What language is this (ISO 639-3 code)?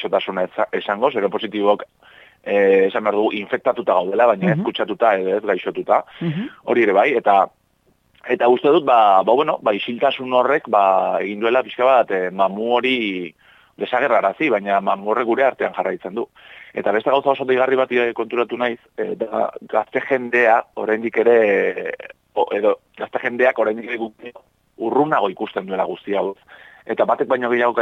eus